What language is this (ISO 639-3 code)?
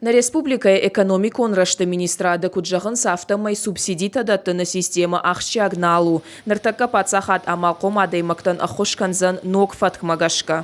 oss